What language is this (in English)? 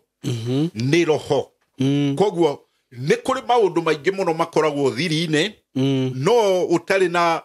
Kikuyu